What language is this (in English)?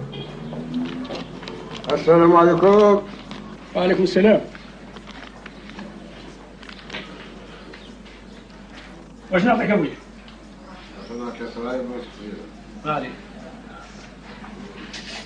Algerian Arabic